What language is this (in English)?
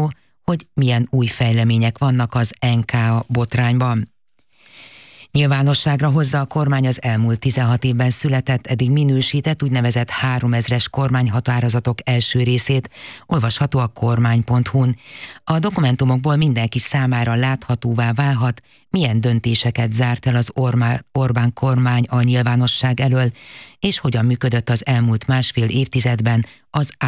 Hungarian